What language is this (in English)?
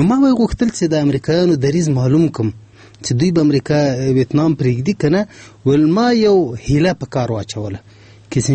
Pashto